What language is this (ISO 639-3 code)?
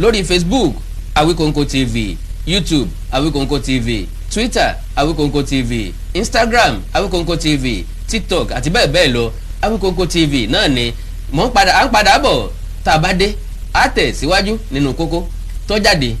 yor